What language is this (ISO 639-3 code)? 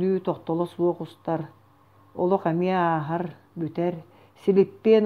sah